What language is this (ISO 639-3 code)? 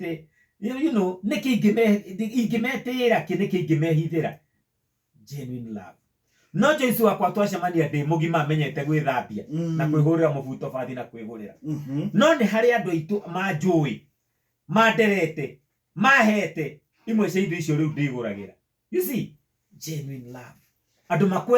kik